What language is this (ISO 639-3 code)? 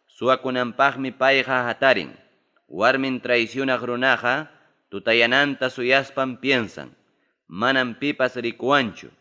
quy